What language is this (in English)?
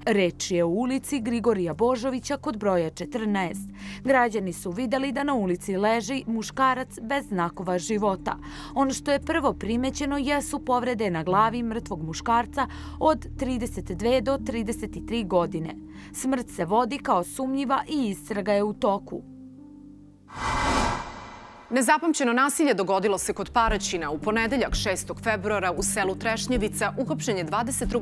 Serbian